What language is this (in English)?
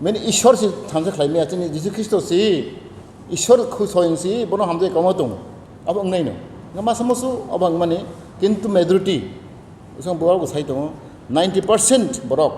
Kok Borok